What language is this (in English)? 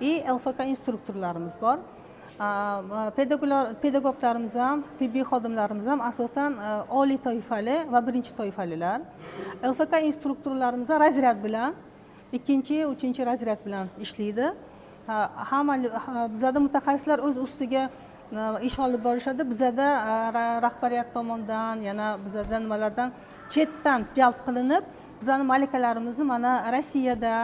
Uzbek